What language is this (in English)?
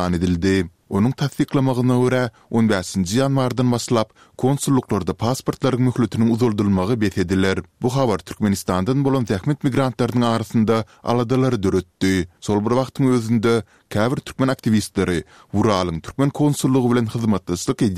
Turkmen